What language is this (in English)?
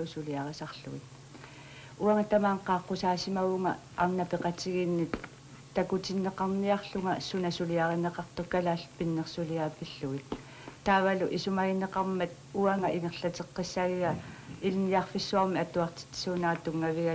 Kalaallisut